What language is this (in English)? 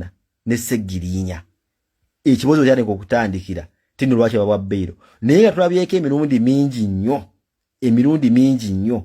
Ganda